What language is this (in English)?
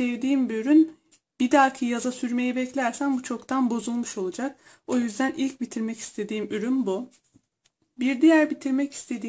Turkish